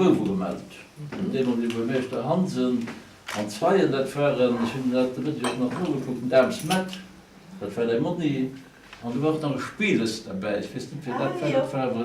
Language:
Luxembourgish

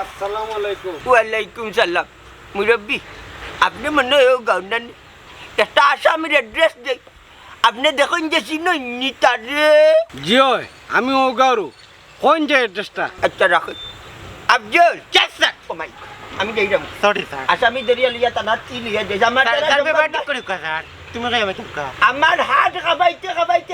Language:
Sylheti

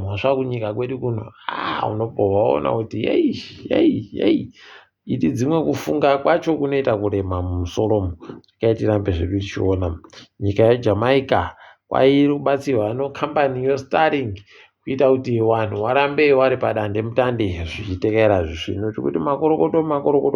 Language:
Ndau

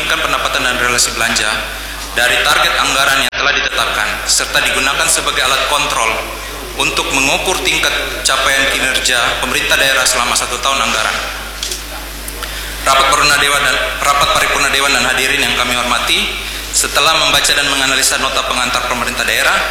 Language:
Indonesian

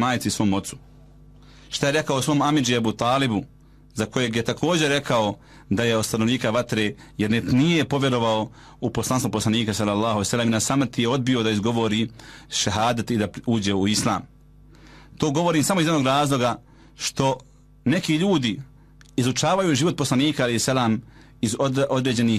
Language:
Bosnian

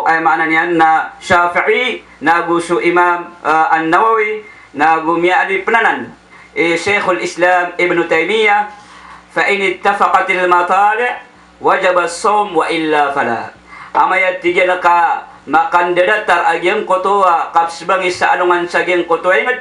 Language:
Maranao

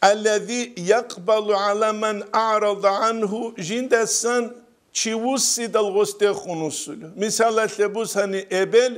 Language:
Avaric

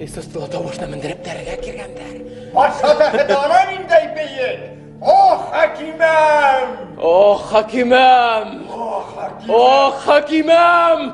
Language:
Bashkir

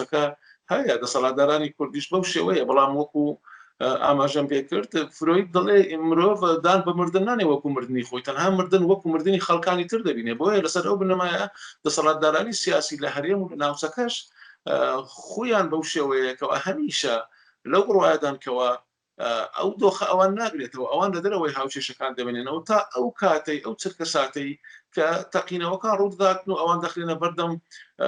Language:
Central Kurdish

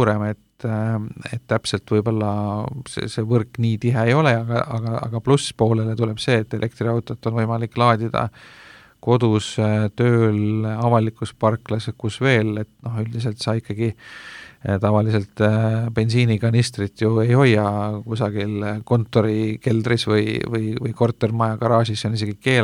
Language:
Estonian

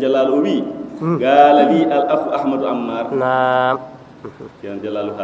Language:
Fula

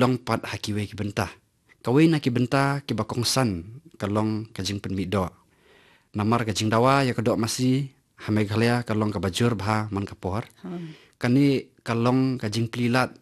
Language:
Khasi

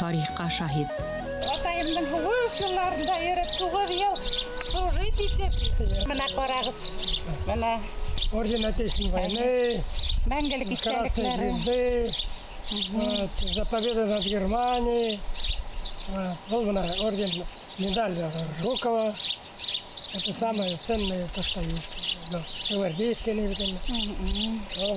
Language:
Bashkir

